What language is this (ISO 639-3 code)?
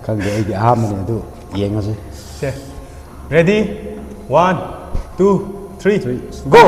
mni